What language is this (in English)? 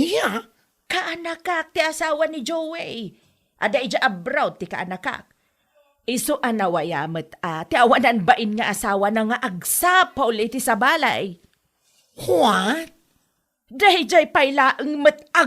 Iloko